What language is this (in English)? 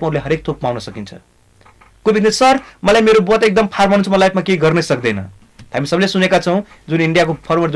Nepali